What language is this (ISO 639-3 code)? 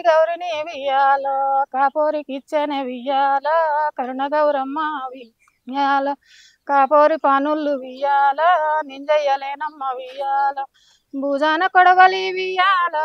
tel